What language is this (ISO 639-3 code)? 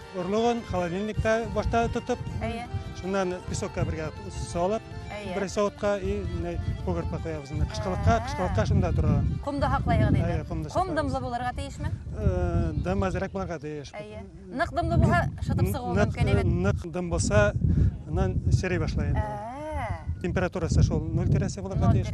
bak